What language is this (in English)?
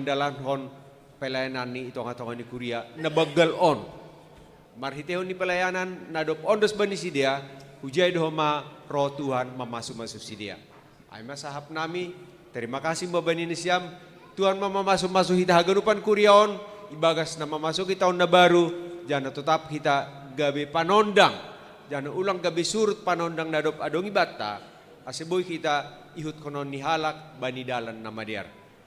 Batak Simalungun